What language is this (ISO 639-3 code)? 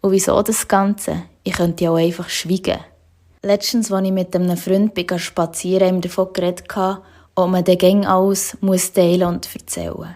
gsw